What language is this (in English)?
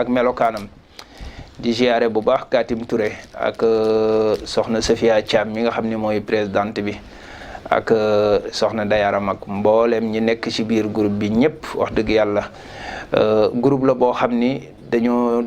Wolof